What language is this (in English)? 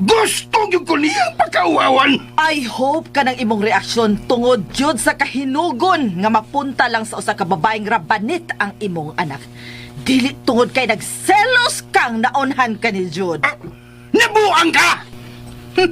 Cebuano